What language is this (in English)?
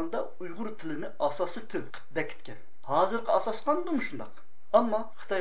Uyghur